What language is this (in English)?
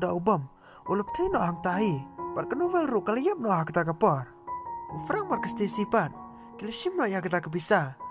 Khasi